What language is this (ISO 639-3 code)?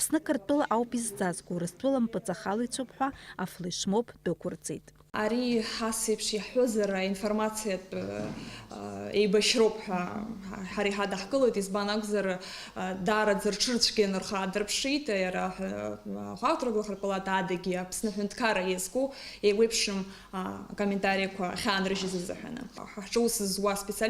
abk